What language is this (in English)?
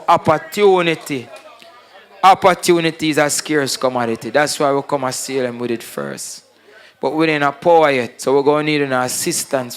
Jamaican Creole English